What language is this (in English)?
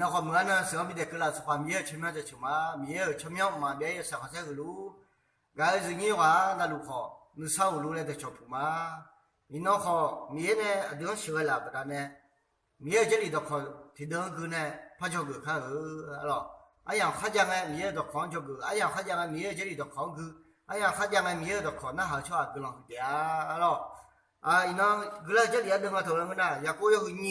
Akha